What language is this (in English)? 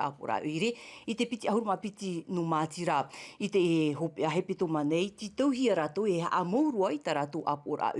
Tahitian